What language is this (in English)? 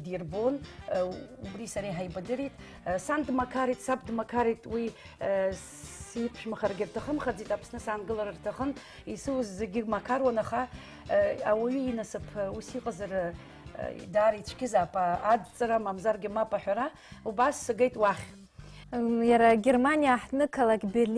Abkhazian